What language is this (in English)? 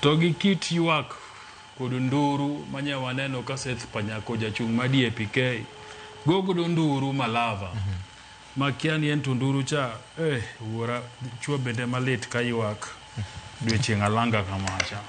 Luo (Kenya and Tanzania)